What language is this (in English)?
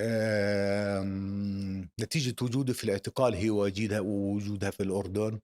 North Levantine Arabic